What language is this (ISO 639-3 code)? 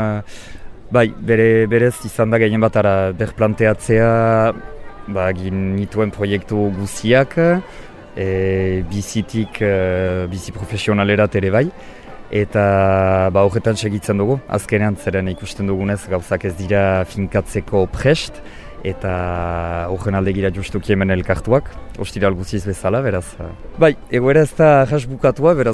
eus